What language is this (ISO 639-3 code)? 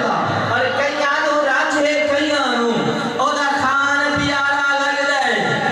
skr